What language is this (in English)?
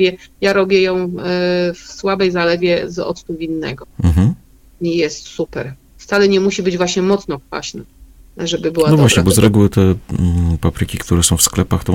Polish